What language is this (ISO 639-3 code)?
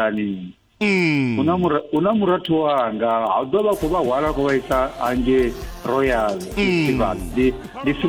ven